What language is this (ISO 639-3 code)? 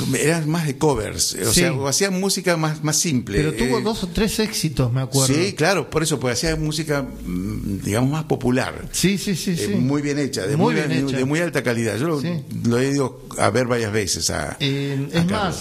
spa